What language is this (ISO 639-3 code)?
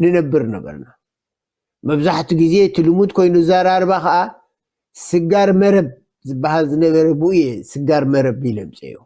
tir